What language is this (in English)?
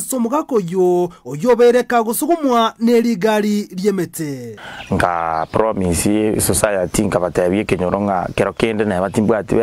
Gusii